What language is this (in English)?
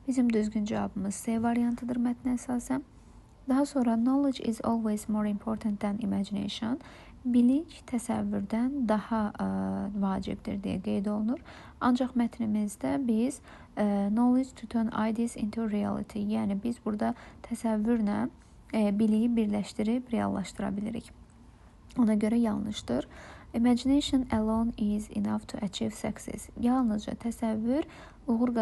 Azerbaijani